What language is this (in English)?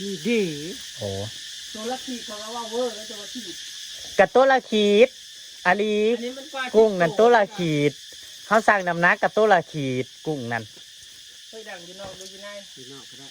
Northeastern Thai